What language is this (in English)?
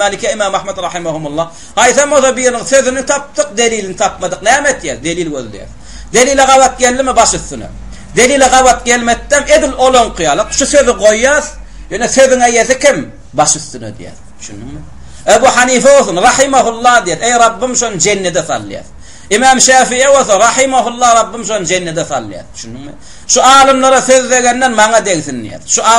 Turkmen